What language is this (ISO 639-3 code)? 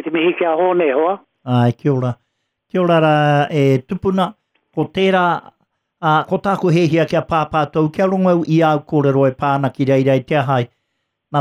mri